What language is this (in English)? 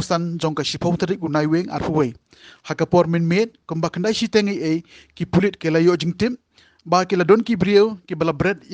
Khasi